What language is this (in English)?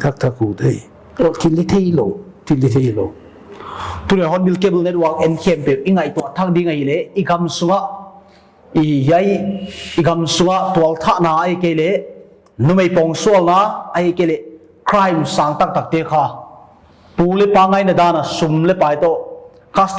Paite Chin